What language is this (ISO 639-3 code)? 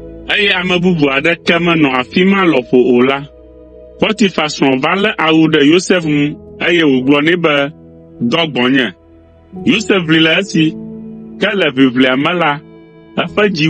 ewe